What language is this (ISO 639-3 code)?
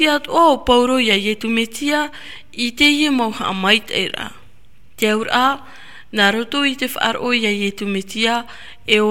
tah